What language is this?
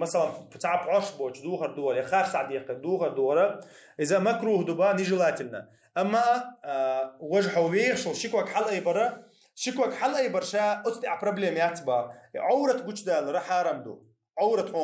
Chechen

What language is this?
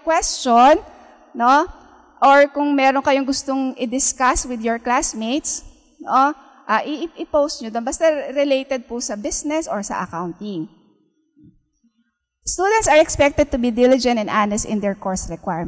Filipino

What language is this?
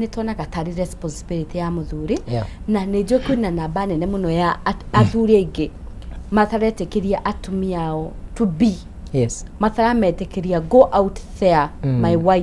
Kikuyu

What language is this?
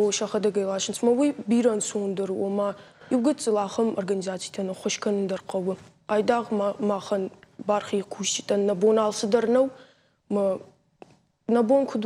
Ossetic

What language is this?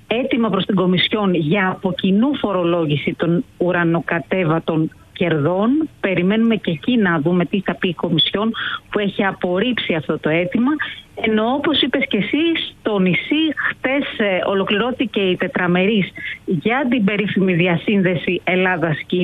Greek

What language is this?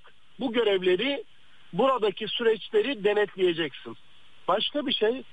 Turkish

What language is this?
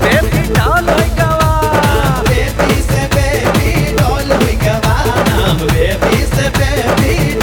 Bhojpuri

